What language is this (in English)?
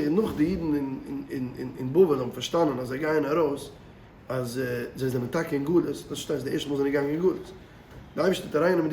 Yiddish